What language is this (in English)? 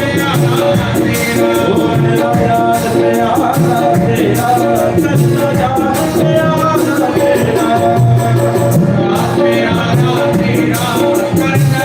Dogri